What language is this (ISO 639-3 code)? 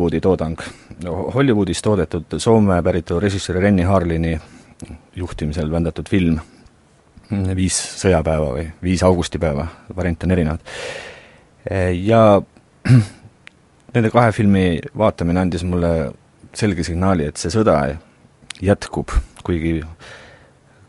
est